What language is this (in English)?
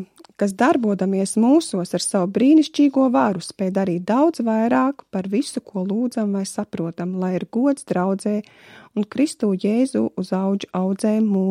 Latvian